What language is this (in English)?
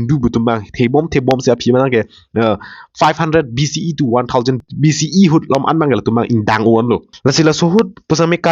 Karbi